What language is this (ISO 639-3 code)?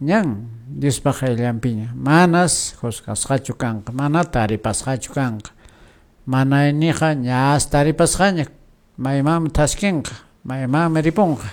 que